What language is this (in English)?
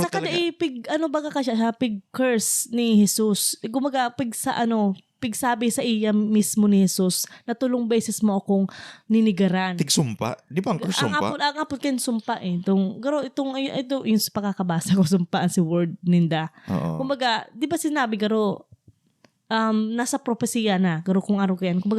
Bikol